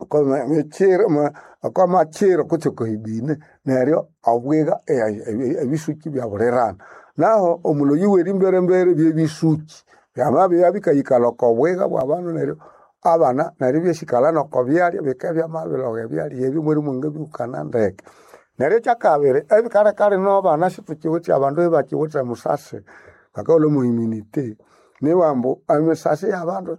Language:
Nande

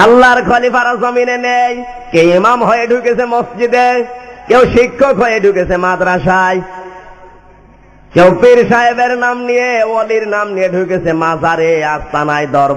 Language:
Bangla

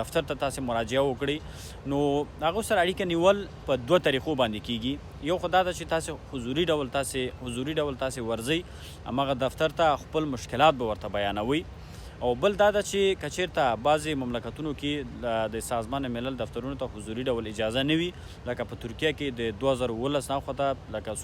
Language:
Pashto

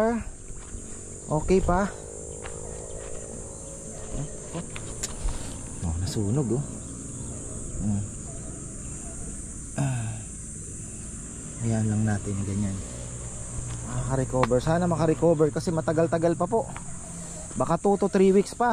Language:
Filipino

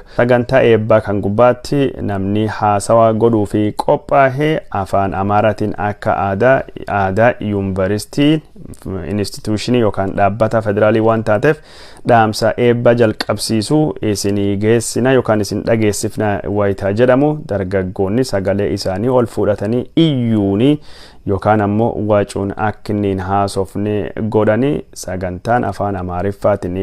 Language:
Oromo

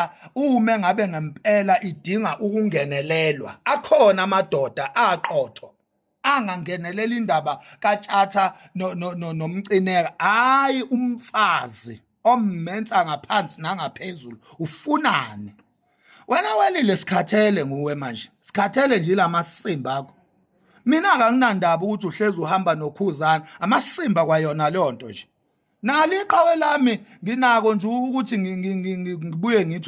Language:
Zulu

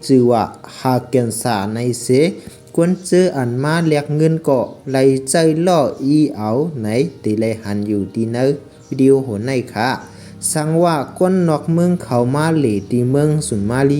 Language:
Shan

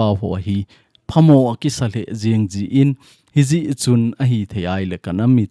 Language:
Thado Chin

